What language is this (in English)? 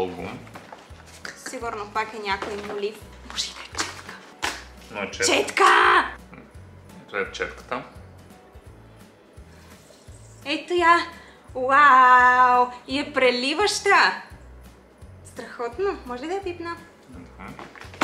Bulgarian